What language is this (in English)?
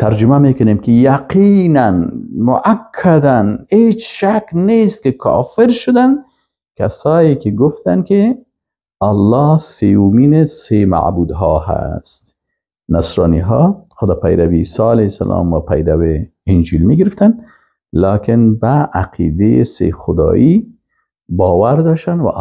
Persian